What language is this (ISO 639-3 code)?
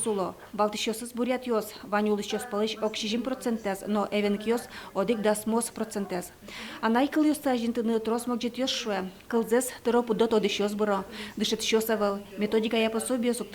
udm